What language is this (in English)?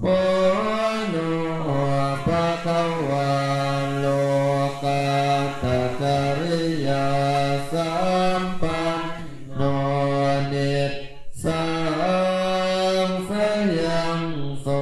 Pali